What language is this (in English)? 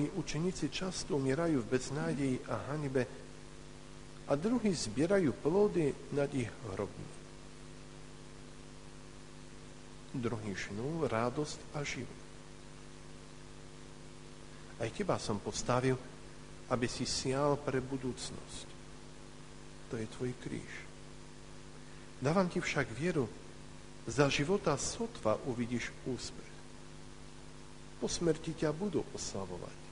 Slovak